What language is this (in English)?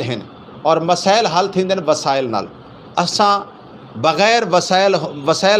Saraiki